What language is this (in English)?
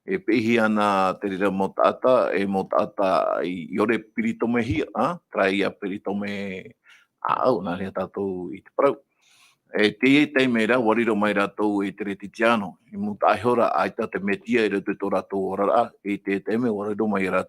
Tahitian